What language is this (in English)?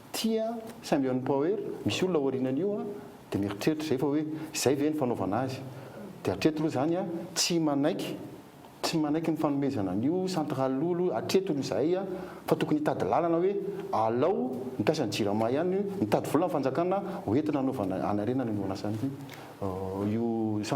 Malagasy